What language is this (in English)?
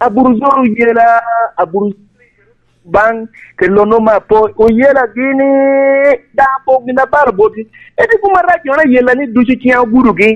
Lango (Uganda)